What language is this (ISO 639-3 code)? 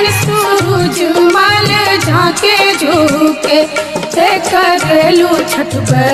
bho